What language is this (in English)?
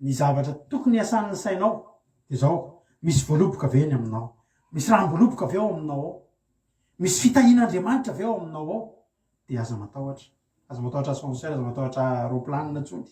Malagasy